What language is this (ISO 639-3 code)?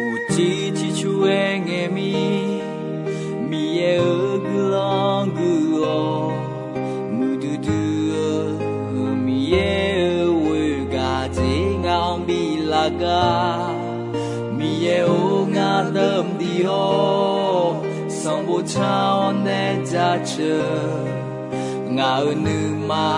ahk